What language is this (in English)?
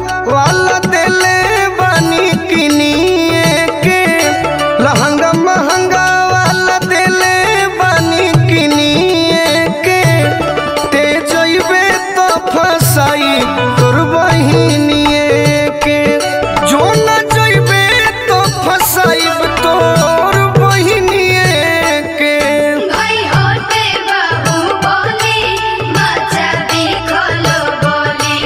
Bhojpuri